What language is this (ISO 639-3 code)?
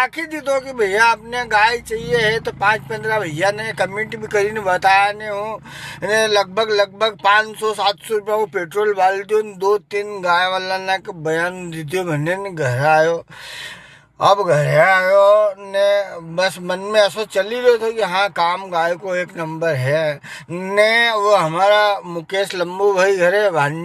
raj